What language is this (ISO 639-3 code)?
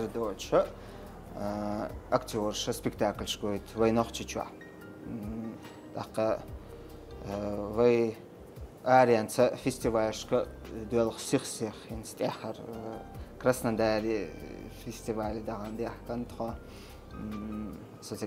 che